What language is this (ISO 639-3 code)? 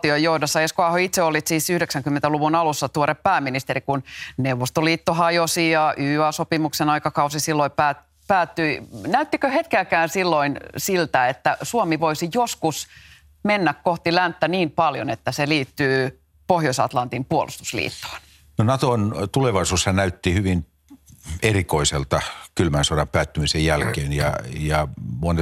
fin